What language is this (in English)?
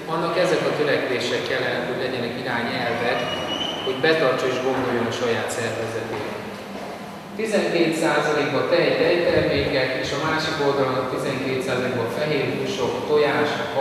Hungarian